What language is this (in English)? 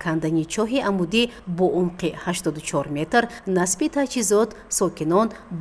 Tajik